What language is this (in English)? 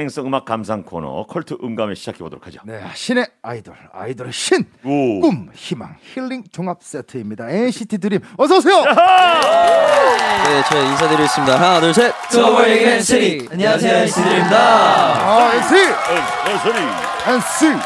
Korean